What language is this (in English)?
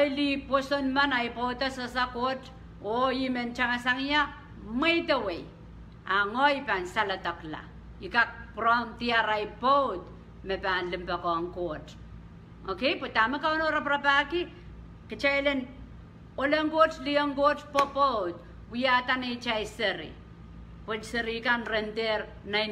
Pohnpeian